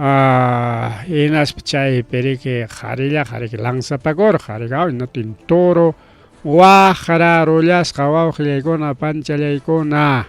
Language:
Ayacucho Quechua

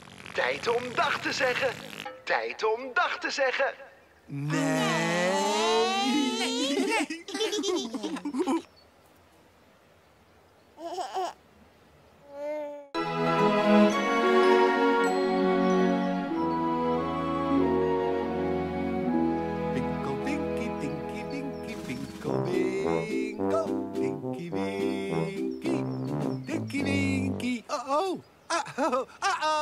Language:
Dutch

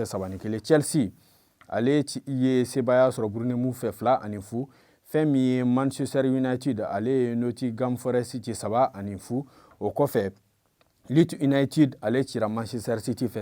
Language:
Bambara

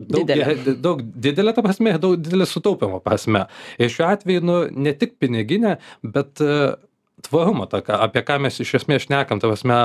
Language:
Lithuanian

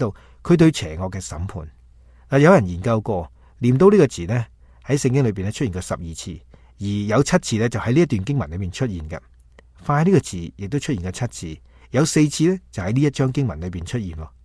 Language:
Cantonese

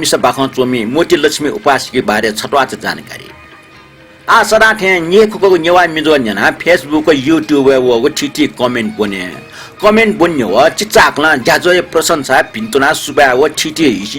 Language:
Newari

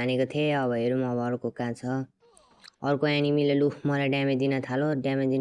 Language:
Nepali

